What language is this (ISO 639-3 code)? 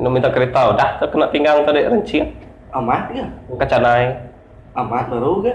iba